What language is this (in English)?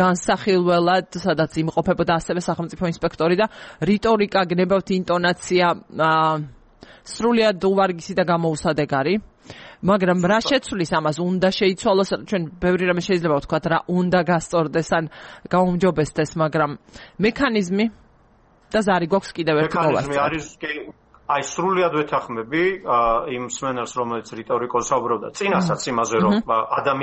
Georgian